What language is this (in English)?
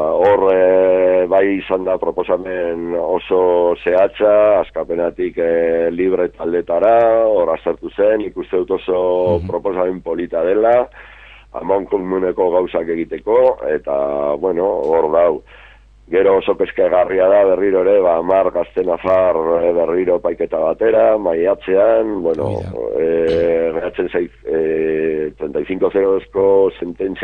Basque